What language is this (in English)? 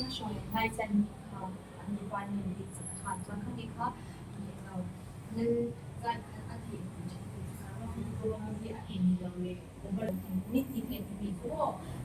Mizo